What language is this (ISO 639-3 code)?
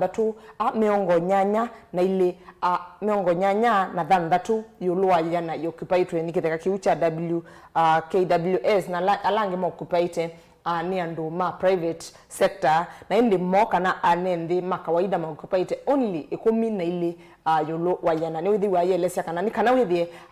kam